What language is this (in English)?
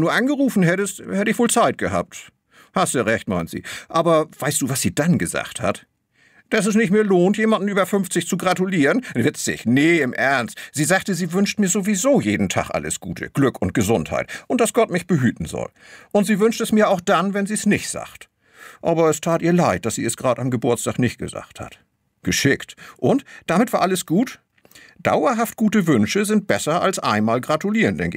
German